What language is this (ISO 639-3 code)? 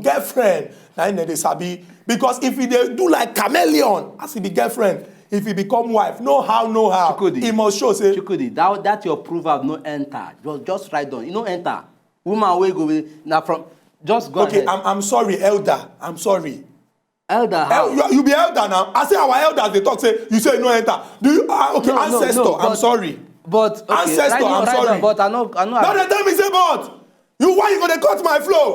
pcm